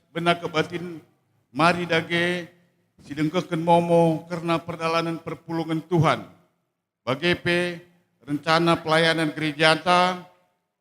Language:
Batak Karo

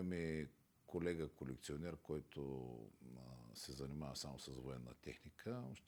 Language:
Bulgarian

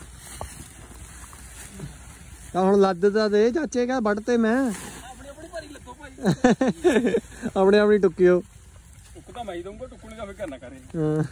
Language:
Punjabi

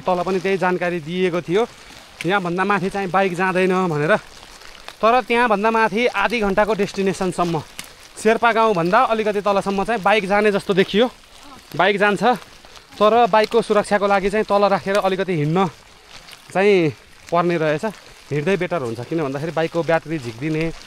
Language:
Nepali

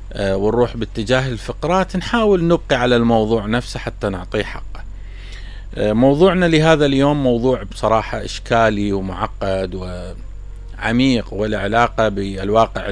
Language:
Mesopotamian Arabic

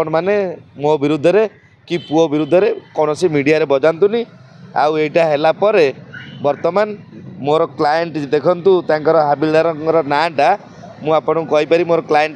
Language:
Odia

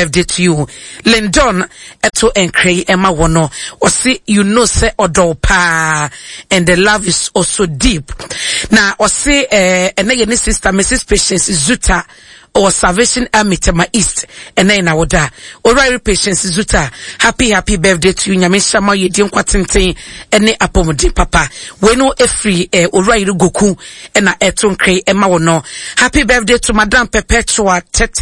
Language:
Akan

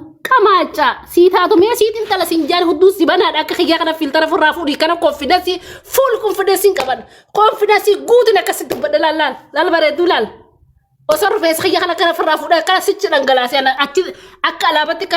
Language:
Oromo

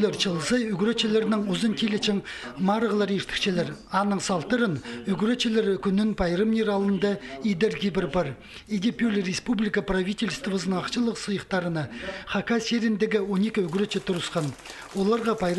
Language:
Khakas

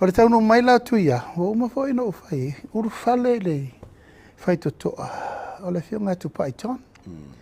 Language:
Samoan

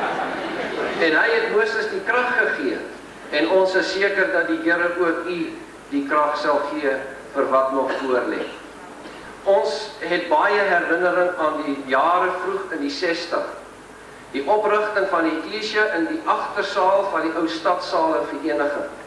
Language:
Afrikaans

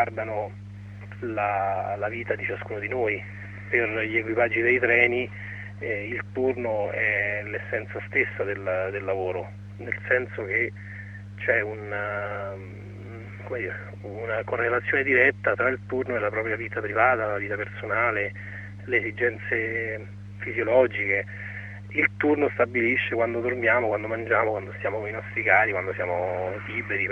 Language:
Italian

